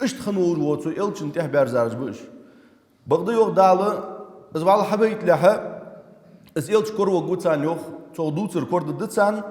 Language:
Ingush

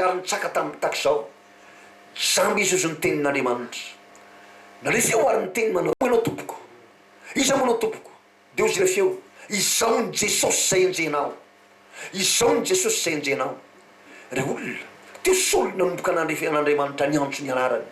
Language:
Malagasy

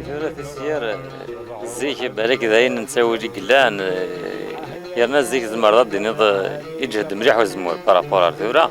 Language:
Kabyle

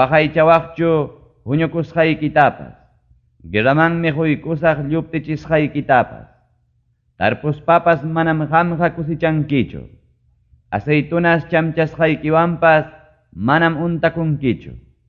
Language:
Ayacucho Quechua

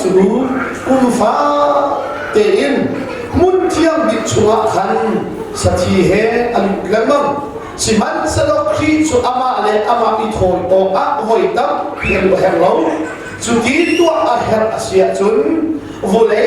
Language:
Hakha Chin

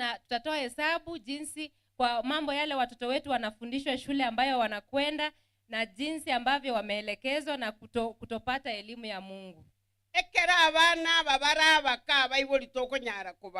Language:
Gusii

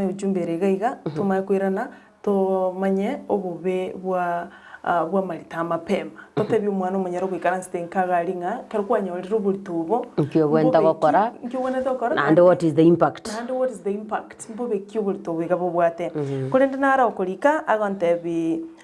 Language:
Gusii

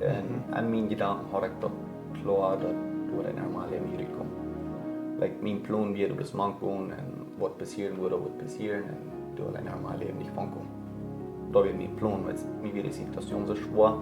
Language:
Plautdietsch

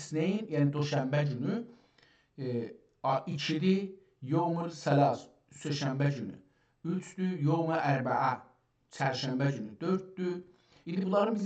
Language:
South Azerbaijani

